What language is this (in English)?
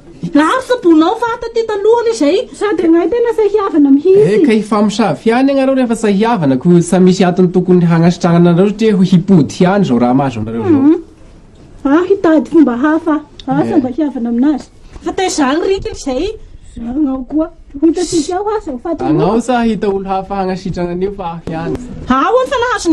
Malagasy